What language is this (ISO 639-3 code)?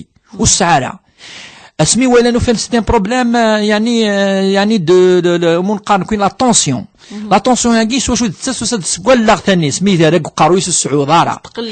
kab